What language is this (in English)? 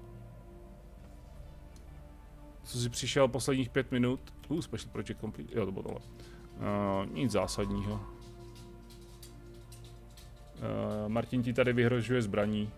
Czech